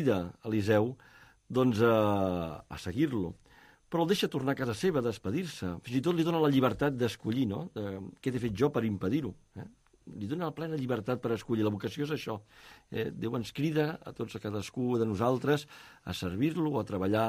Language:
Catalan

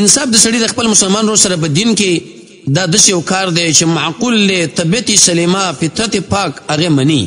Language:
Pashto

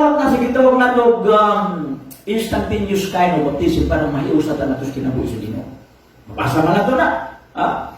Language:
Cebuano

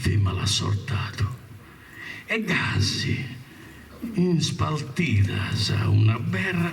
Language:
Sardinian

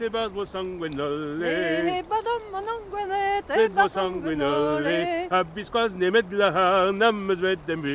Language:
Breton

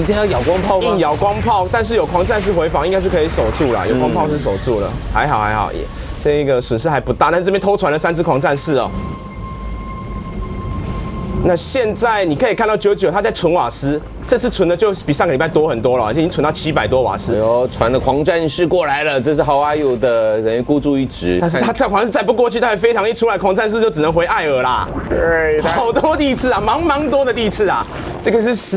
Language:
Chinese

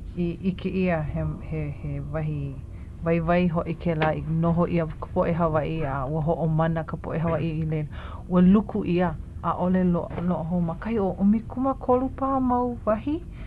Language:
Hawaiian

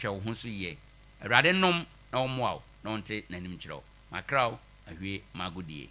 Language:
Akan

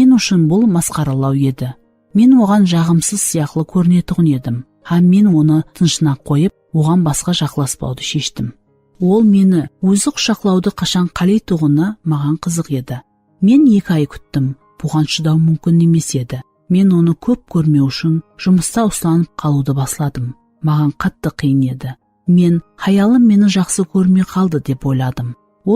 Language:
Kara-Kalpak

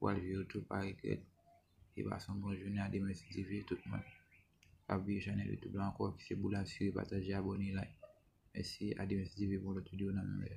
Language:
Haitian Creole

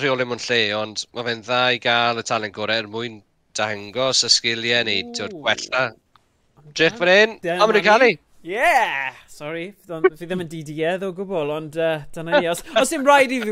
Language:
Welsh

